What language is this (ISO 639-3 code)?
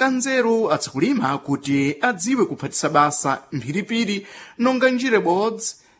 seh